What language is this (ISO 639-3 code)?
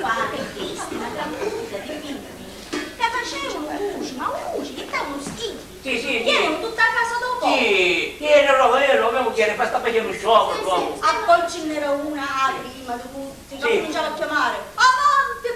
scn